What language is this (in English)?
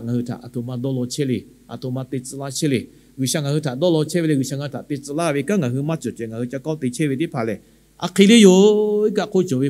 Lahu